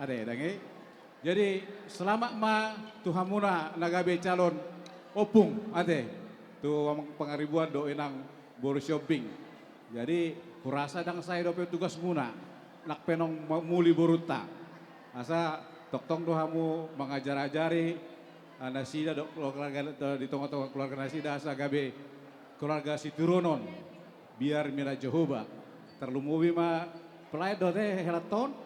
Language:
Batak Toba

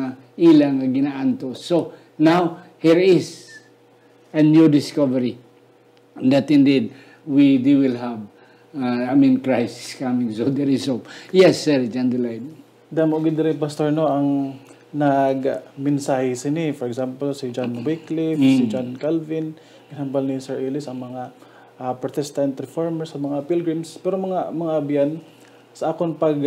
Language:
Hiligaynon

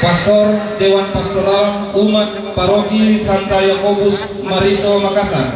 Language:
Toraja-Sa'dan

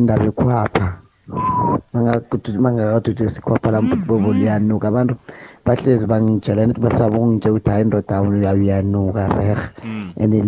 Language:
South Ndebele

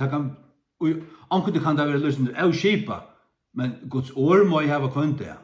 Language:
Faroese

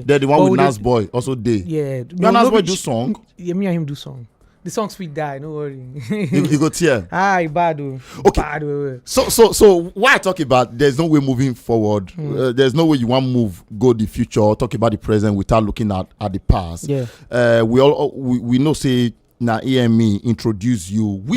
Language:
Nigerian Pidgin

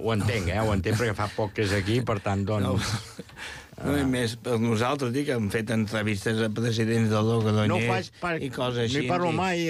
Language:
Catalan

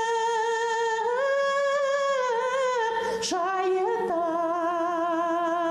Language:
Bashkir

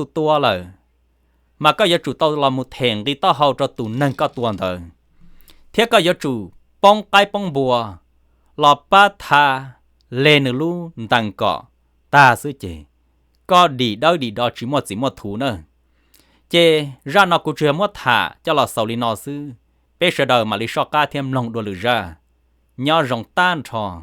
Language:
Hmong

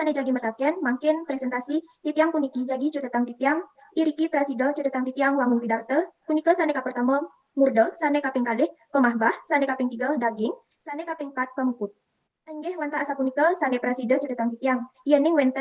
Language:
Balinese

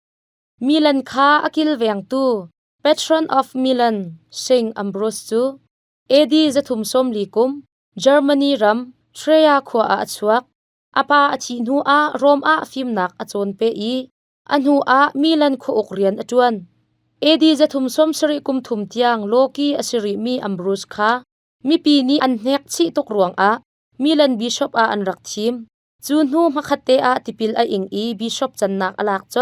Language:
Hakha Chin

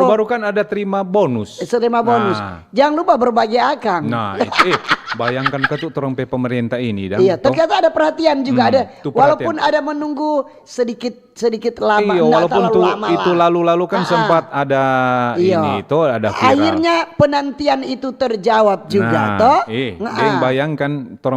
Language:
Manado Malay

